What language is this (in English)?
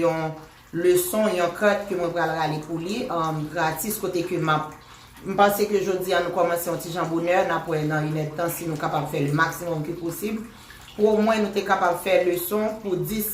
Haitian Creole